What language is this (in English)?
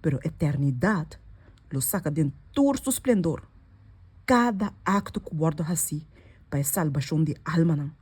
Papiamento